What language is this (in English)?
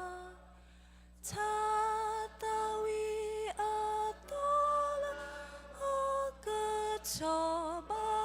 S'gaw Karen